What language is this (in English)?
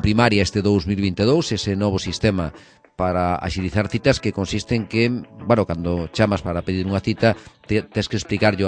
Galician